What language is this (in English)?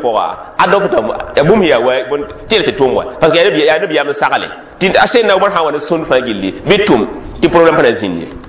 Mossi